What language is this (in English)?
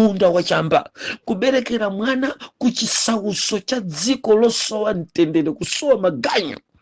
Nyanja